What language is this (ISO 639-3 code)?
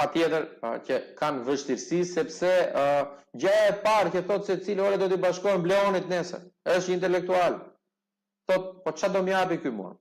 sqi